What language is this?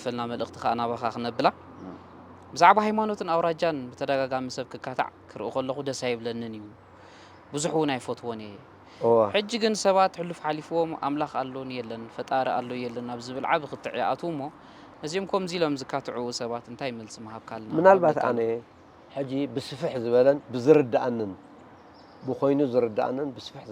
Tigrinya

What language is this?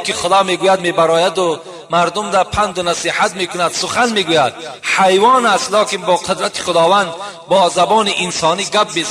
Tajik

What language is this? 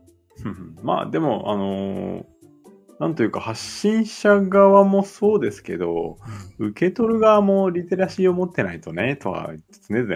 Japanese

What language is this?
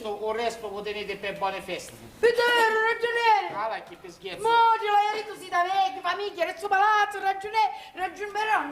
Sicilian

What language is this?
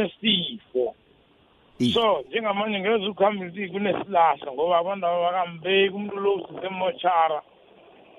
South Ndebele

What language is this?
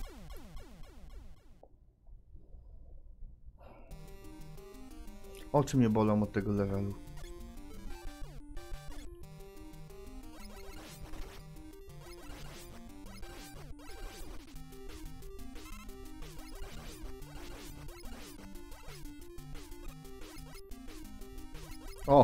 Polish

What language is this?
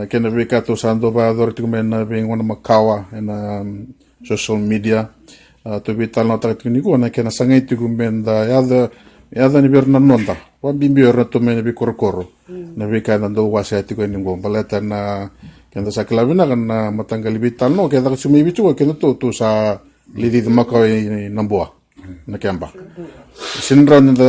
Fijian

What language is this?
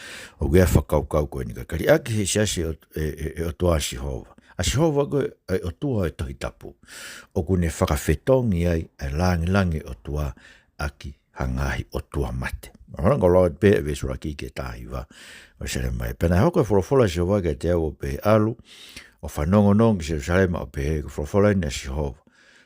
Tongan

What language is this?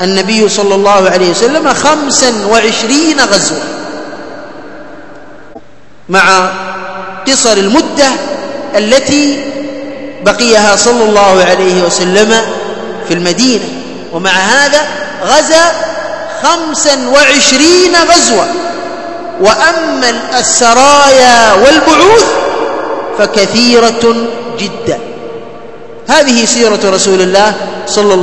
Arabic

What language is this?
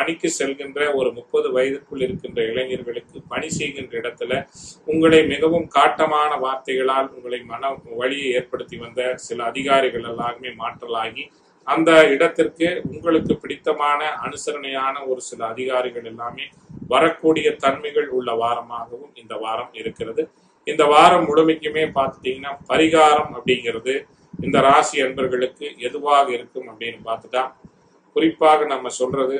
Tamil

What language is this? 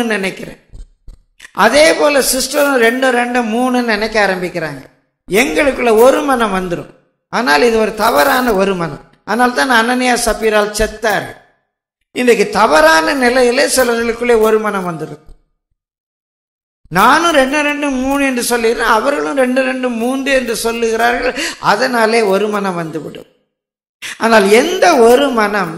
Tamil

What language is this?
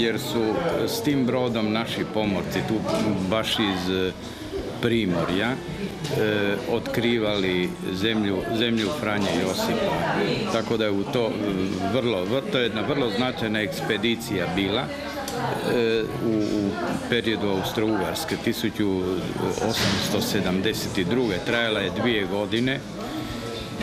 Croatian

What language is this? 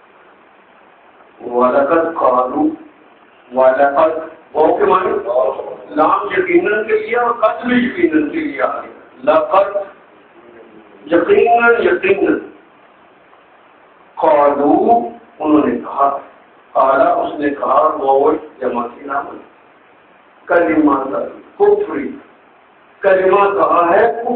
Urdu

